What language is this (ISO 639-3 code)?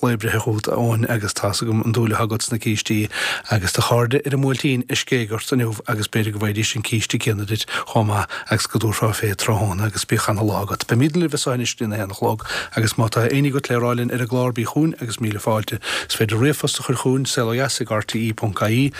gle